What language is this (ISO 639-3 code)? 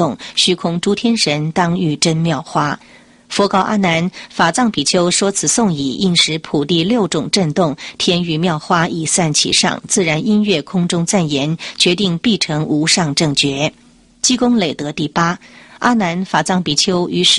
zho